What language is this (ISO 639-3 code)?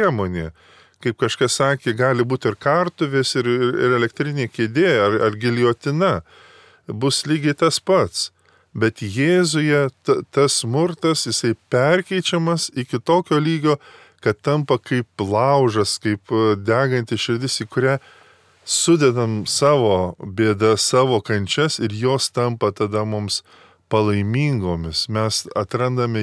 lit